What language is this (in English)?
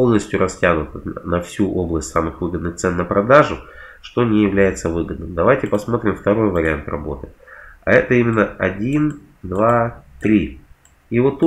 Russian